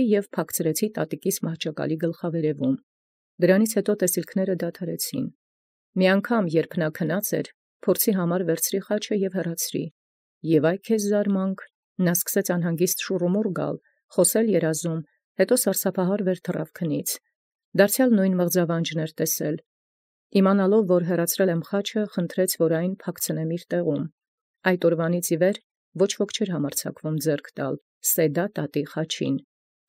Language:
Armenian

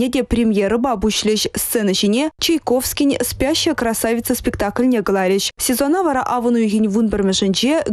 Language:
Chuvash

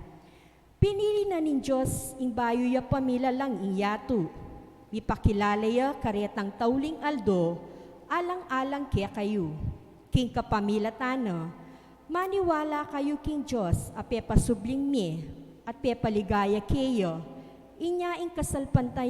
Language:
Pampanga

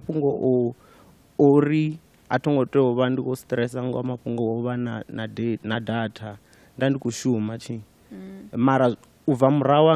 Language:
Venda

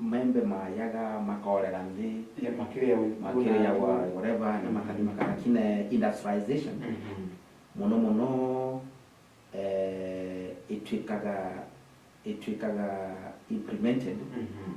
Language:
Meru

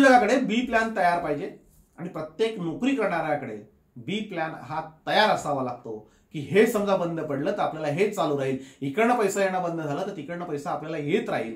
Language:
Marathi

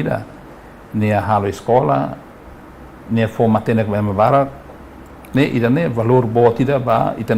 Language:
Tetum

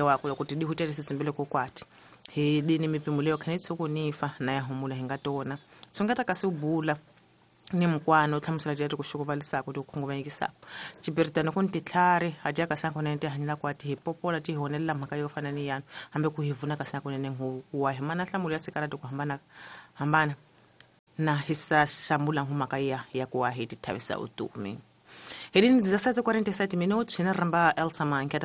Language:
Tsonga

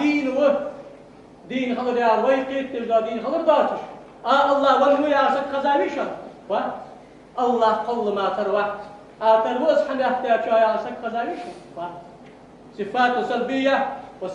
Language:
Ingush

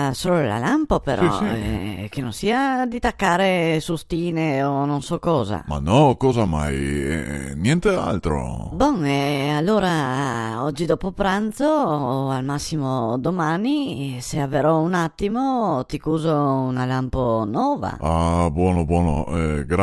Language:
Venetian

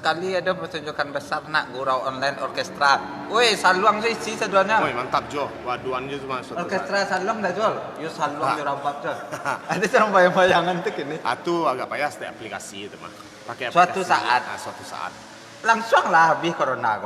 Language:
Minangkabau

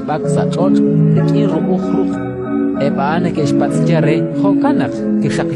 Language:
Kekchí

